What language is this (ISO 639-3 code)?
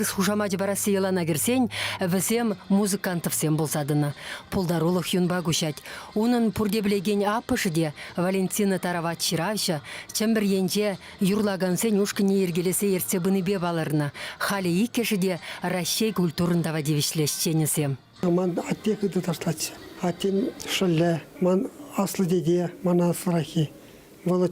chv